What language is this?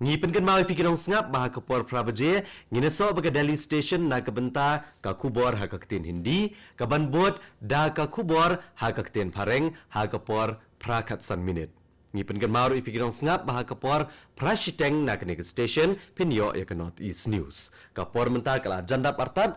Khasi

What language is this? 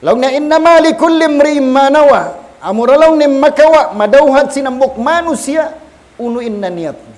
Tausug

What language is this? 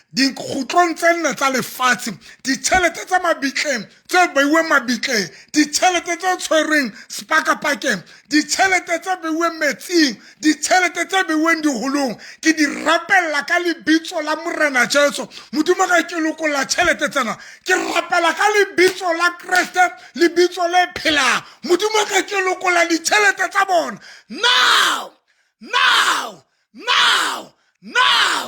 Southern Sotho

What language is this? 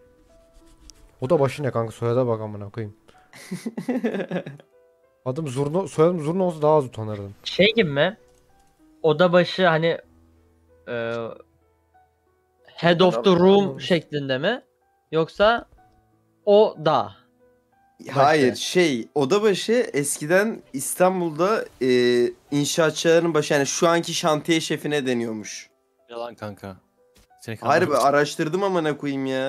Turkish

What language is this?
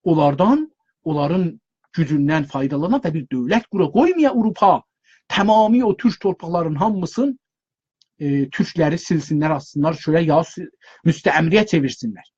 South Azerbaijani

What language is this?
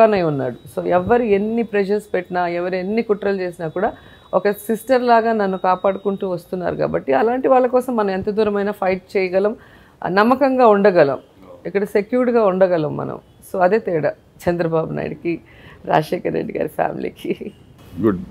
Telugu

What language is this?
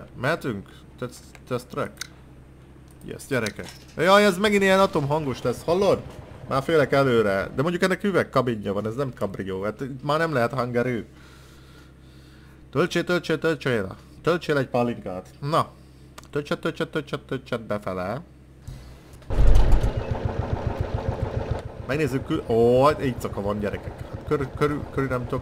Hungarian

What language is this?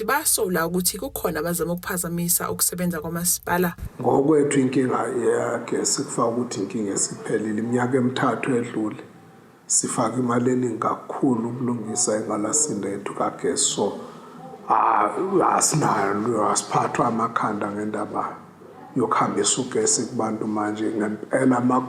Zulu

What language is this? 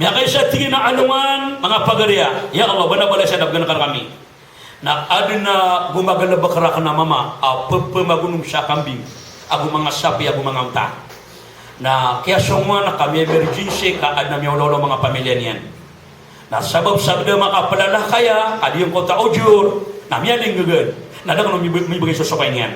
Maranao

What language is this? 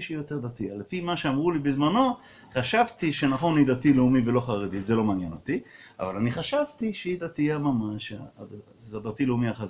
Hebrew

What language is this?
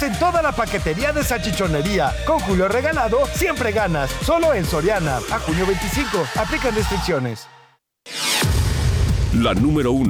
Spanish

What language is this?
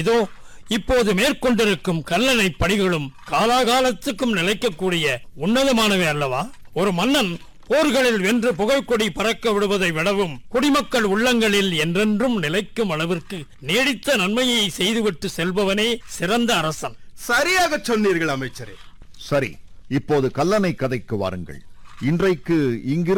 Tamil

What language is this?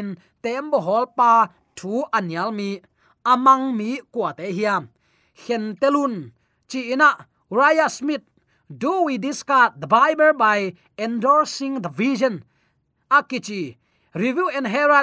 Tedim Chin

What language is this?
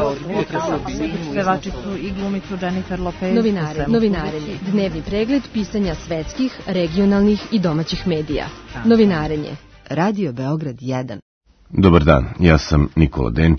Serbian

